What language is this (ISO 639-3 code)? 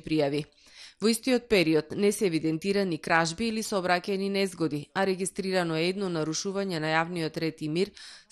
mkd